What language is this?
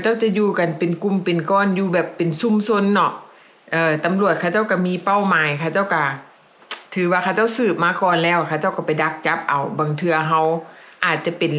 Lao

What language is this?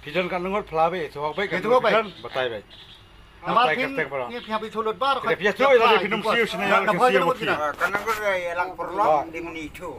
Khasi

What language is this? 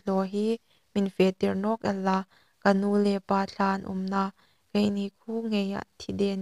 Hmar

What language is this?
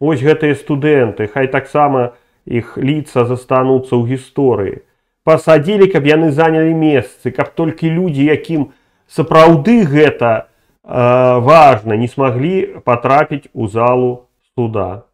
Belarusian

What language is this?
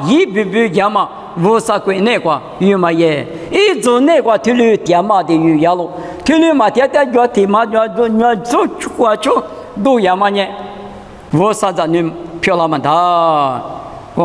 Lisu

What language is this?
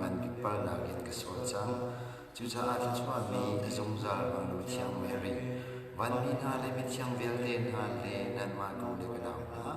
Hakha Chin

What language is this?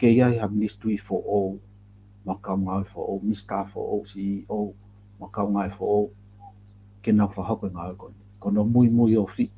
Tongan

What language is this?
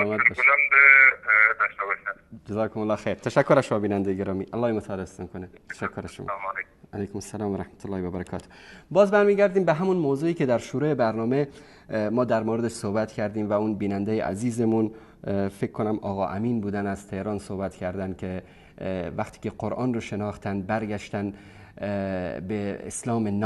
Persian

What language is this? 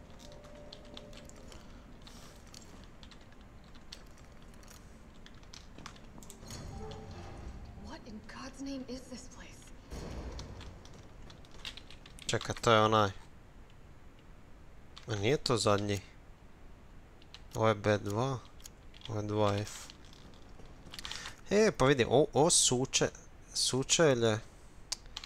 Croatian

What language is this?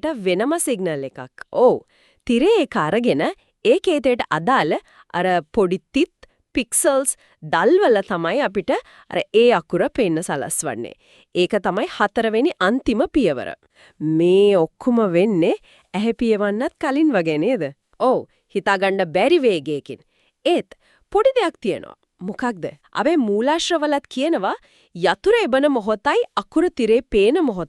Sinhala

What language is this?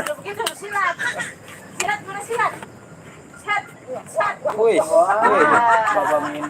Betawi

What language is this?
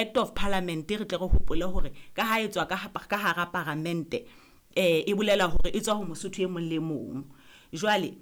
Southern Sotho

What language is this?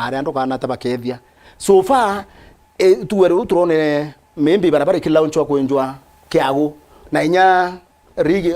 Meru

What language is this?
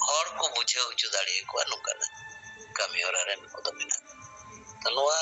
Santali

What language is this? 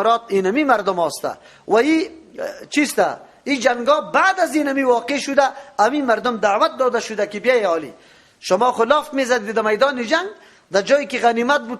Persian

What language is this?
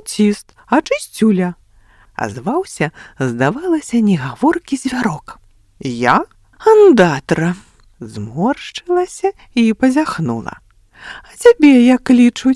Belarusian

